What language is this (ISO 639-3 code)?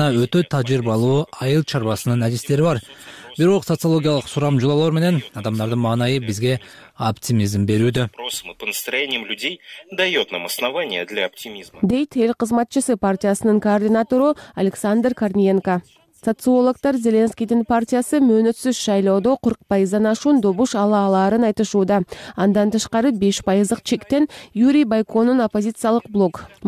kir